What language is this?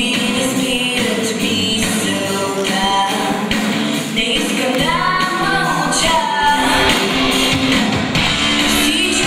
Bulgarian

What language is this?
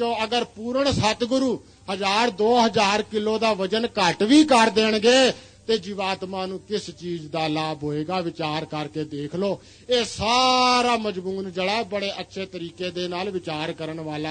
Punjabi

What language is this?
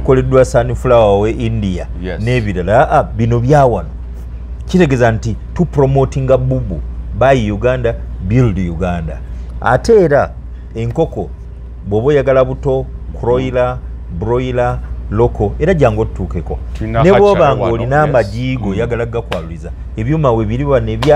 Ganda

